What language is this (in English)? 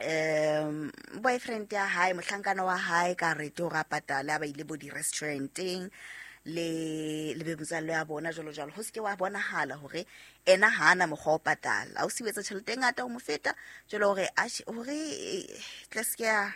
Southern Sotho